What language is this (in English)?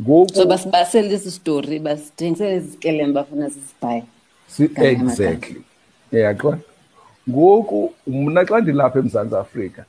Xhosa